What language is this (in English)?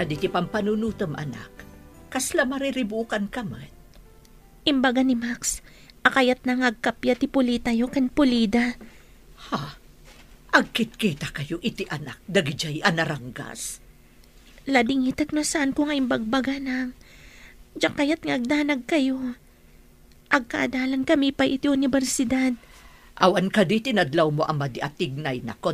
Iloko